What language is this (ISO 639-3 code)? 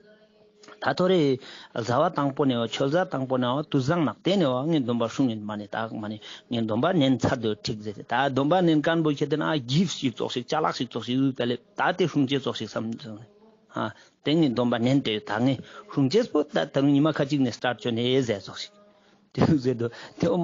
lbj